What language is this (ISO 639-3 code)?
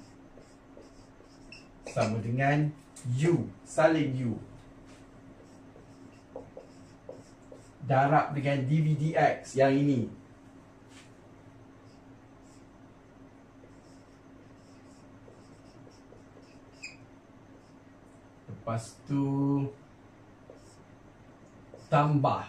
msa